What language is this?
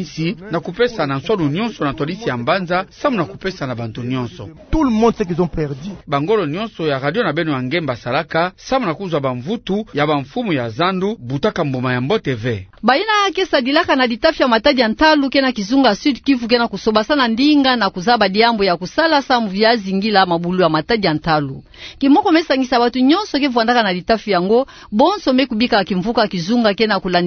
Kituba (Democratic Republic of Congo)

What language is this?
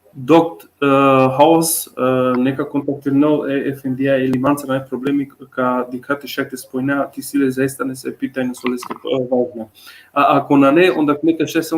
Balkan Romani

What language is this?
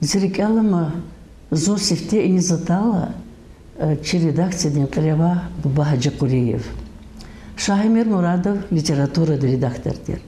Lezghian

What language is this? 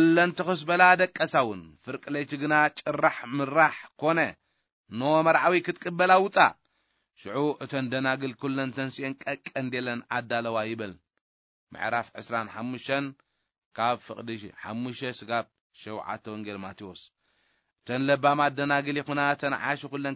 Tigrinya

